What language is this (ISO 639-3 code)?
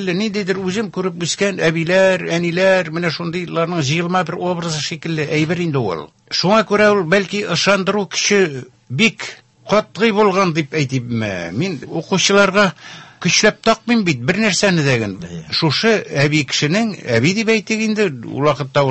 tat